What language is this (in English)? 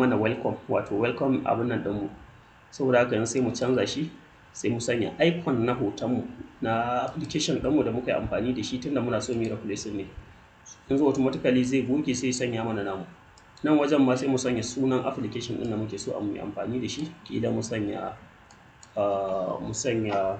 Hausa